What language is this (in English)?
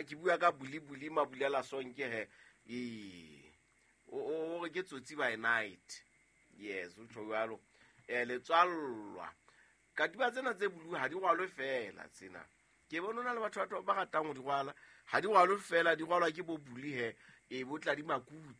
Southern Sotho